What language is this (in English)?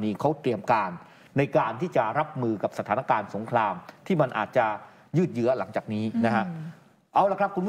Thai